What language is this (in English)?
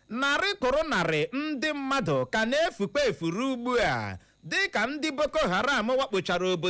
Igbo